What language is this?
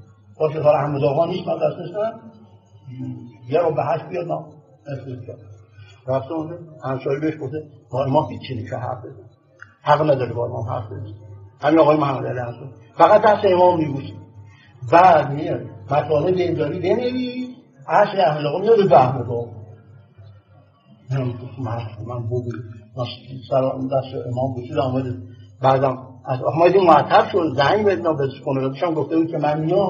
Persian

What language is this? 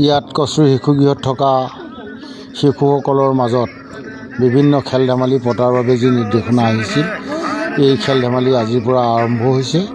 Assamese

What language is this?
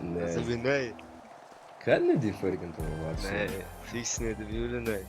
Swiss German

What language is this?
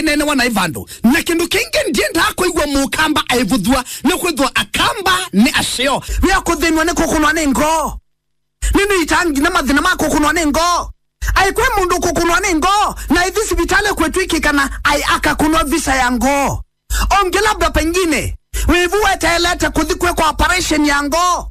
Kamba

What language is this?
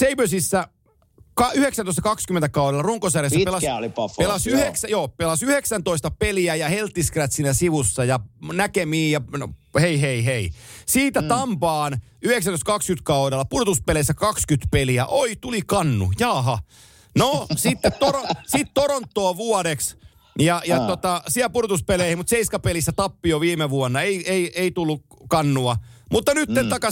Finnish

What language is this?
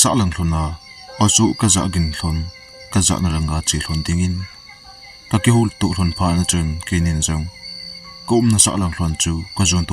Thado Chin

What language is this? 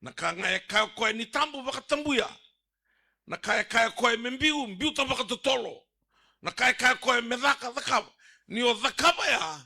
Fijian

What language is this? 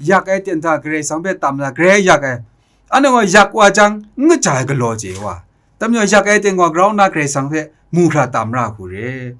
Kachin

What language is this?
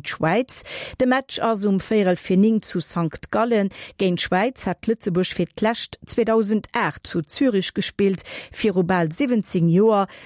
Luxembourgish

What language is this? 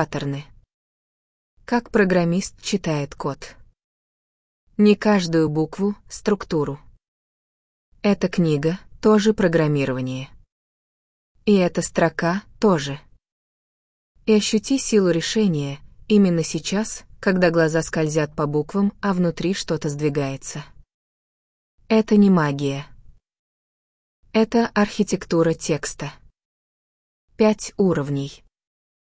Russian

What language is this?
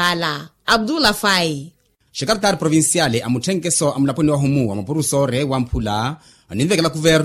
Makhuwa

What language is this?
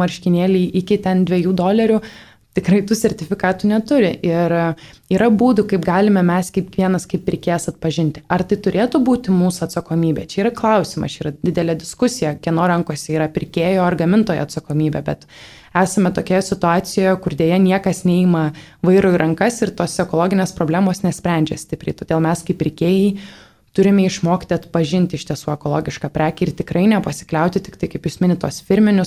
Lithuanian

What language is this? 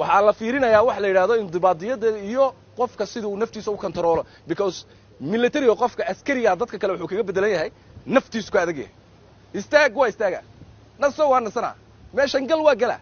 Somali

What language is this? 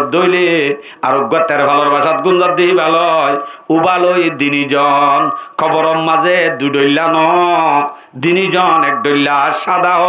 Rohingya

